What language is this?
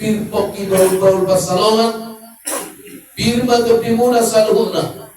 Batak Toba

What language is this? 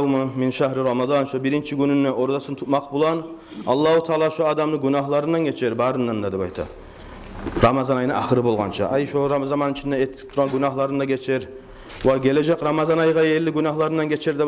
Kumyk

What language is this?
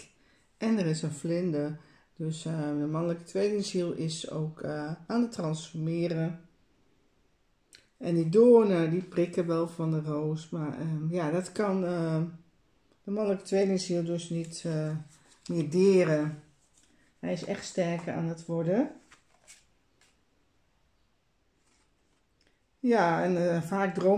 Dutch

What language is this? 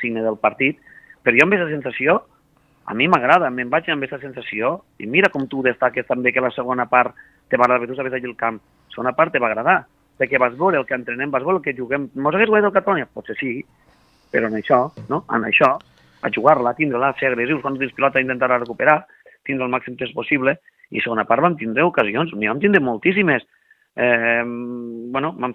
Catalan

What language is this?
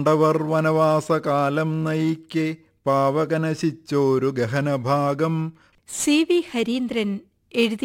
Malayalam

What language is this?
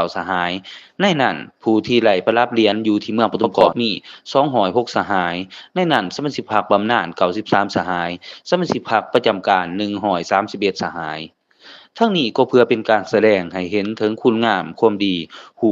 Lao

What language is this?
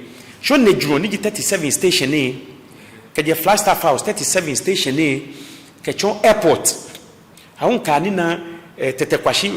Ga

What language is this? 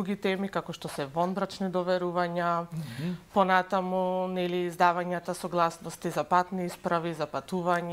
Macedonian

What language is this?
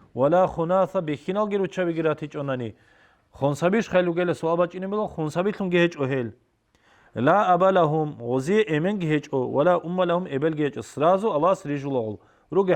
Avaric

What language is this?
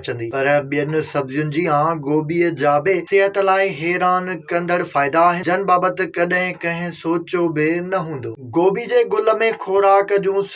Sindhi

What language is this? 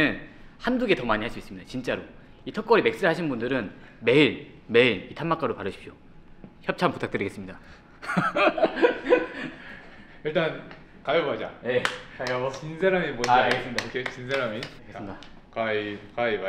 Korean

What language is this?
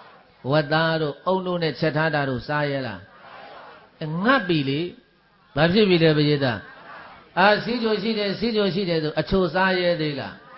Burmese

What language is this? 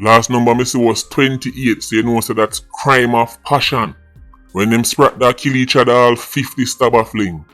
Jamaican Creole English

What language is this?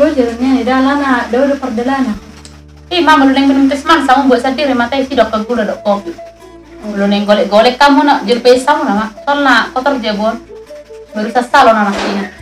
Batak Toba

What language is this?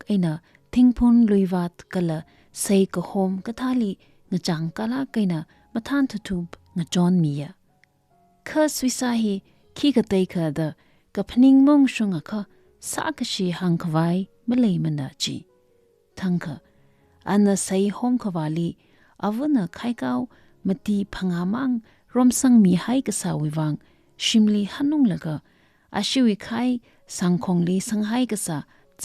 Tangkhul Naga (India)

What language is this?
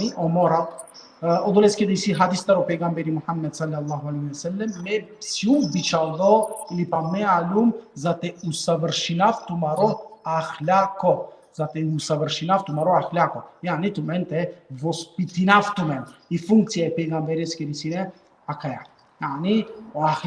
Balkan Romani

